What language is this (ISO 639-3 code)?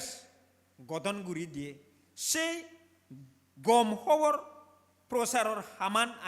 ccp